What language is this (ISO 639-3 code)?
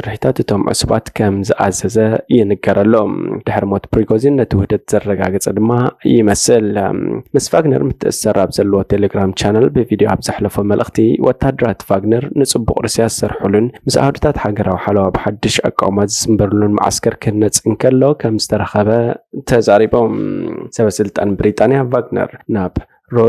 tir